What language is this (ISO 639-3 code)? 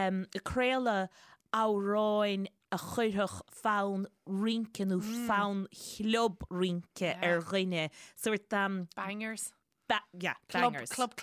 gle